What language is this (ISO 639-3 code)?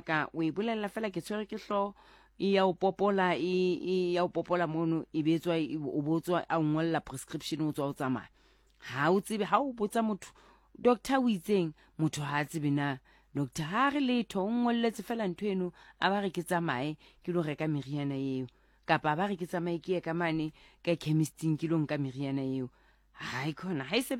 sot